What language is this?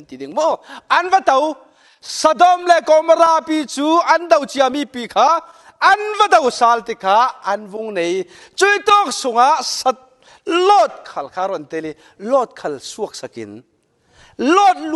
Falam Chin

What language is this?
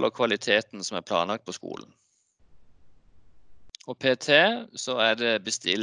Norwegian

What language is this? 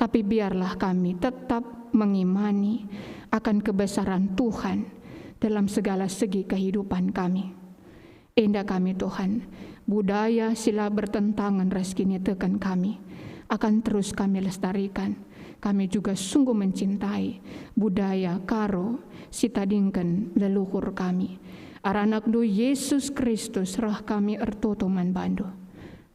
Batak Karo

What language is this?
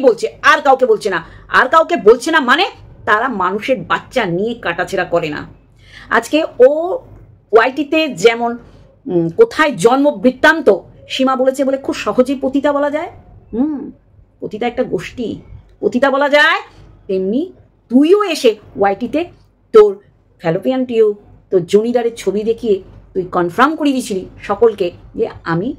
Bangla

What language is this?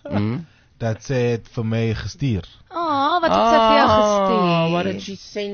Afrikaans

